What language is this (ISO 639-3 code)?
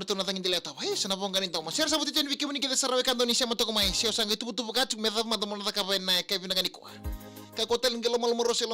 fij